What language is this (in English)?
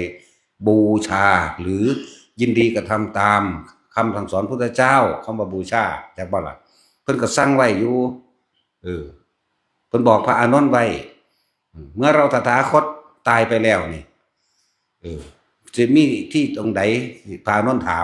Northeastern Thai